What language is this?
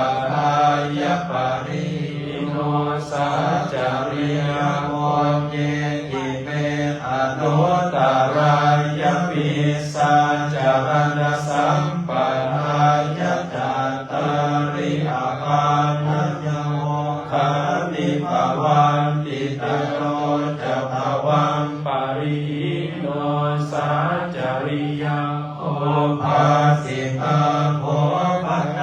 Pali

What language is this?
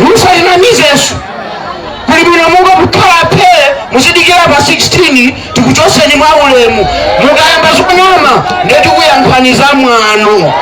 Nyanja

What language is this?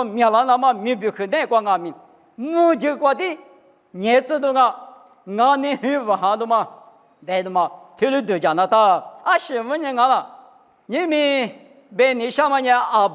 Lisu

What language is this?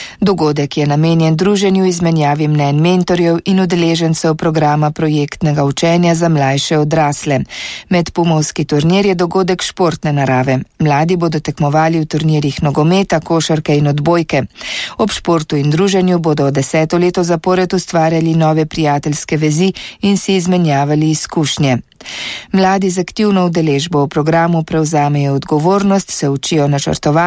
Slovenian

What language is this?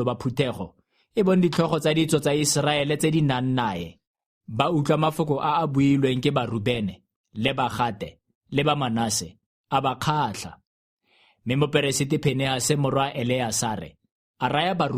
Tswana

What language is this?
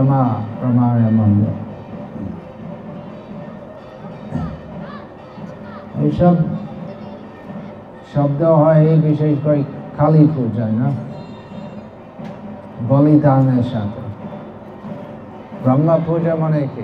Bangla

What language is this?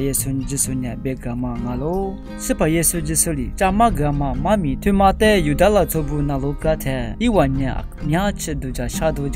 Lisu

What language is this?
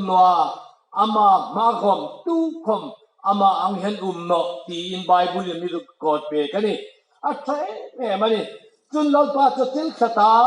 Hmar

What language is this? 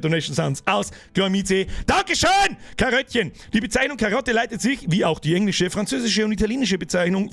Bavarian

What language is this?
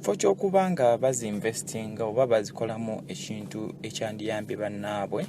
Ganda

